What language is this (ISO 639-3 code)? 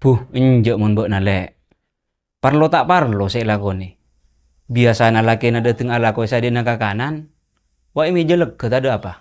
mad